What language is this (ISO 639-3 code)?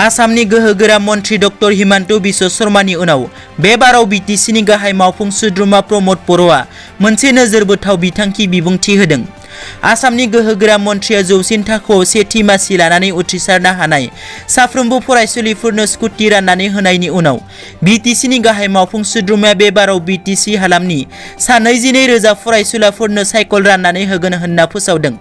brx